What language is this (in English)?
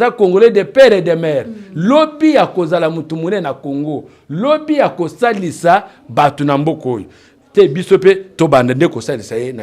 Lingala